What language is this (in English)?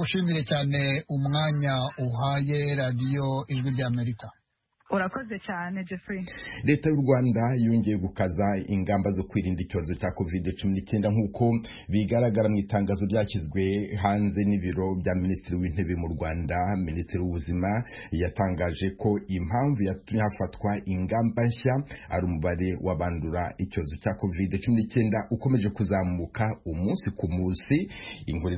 Kinyarwanda